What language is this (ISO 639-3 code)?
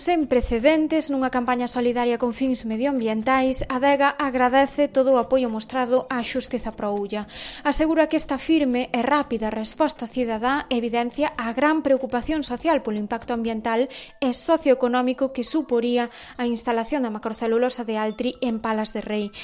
glg